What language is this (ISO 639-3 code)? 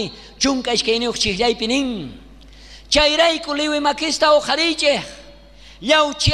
quh